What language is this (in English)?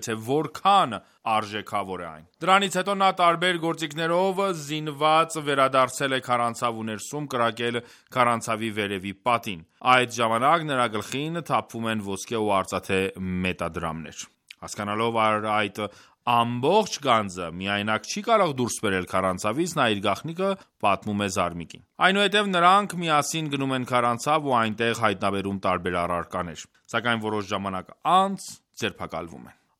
Armenian